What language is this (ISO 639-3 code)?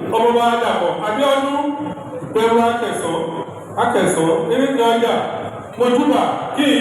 yor